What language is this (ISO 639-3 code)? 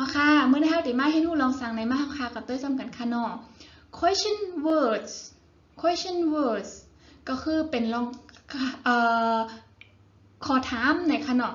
shn